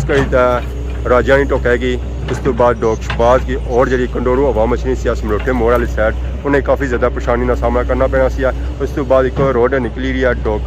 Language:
Pahari-Potwari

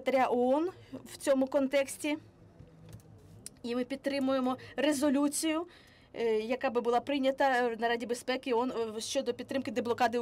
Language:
Ukrainian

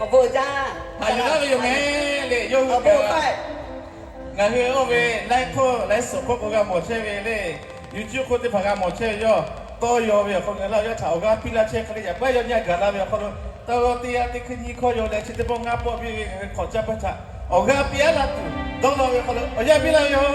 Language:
Lahu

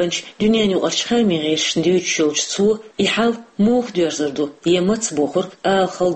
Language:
Chechen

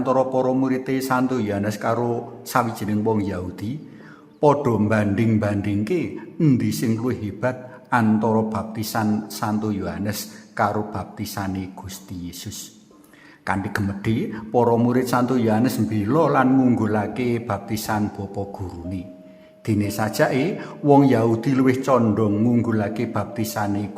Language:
Javanese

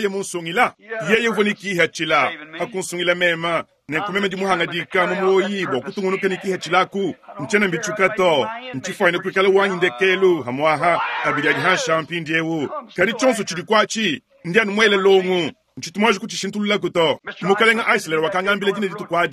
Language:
Luba-Lulua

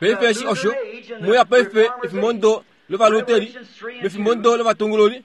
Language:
Kuanyama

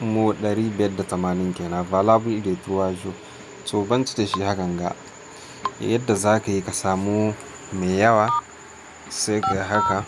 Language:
Hausa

